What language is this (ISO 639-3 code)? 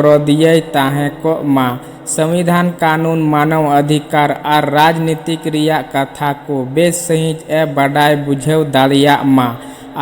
sat